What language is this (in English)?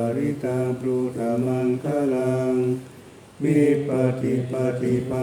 Pali